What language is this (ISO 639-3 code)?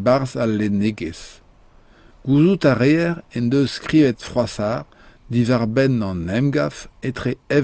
bre